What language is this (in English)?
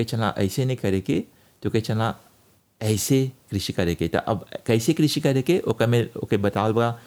Bhojpuri